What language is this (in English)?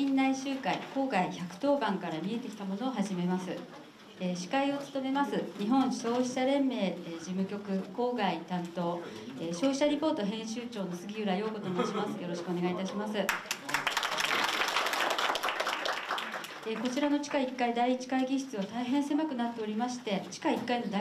Japanese